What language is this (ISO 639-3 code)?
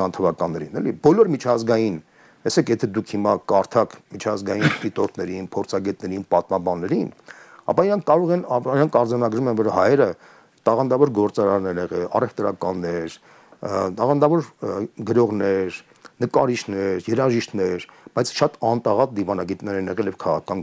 hye